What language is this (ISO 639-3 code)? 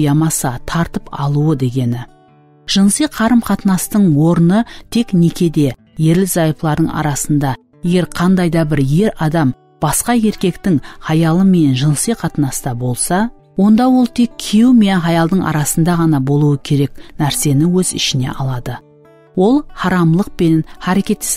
kaa